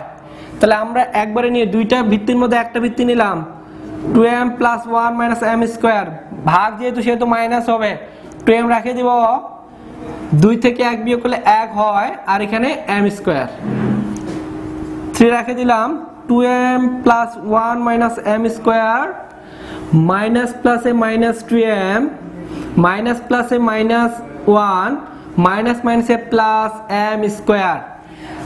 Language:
Bangla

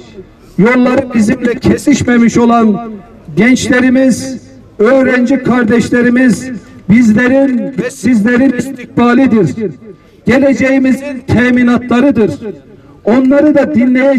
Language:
Turkish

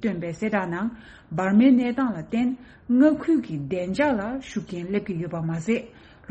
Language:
Tibetan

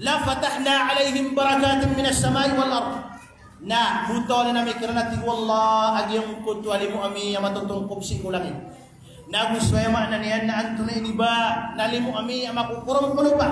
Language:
Maranao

